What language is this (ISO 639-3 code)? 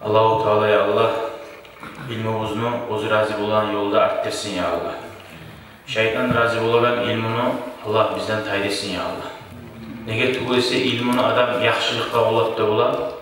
kum